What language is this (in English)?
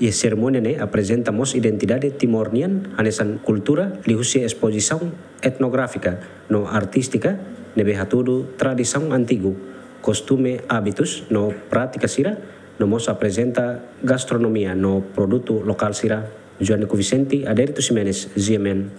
Tetum